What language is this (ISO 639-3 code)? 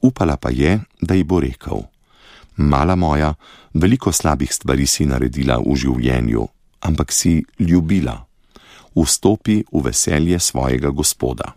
slv